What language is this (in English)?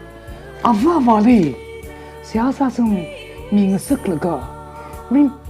Tangkhul Naga (India)